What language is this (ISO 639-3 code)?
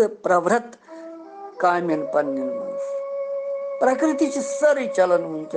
kas